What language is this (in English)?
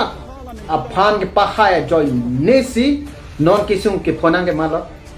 Karbi